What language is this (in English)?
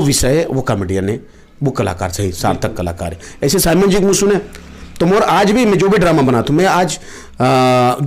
Chhattisgarhi